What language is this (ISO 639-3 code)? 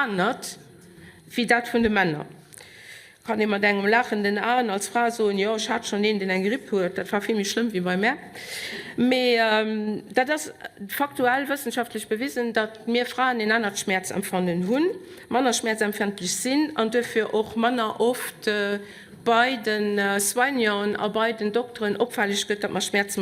ltz